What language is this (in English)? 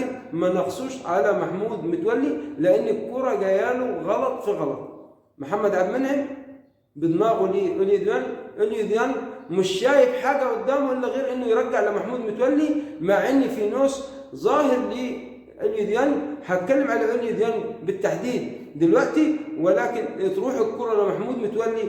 Egyptian Arabic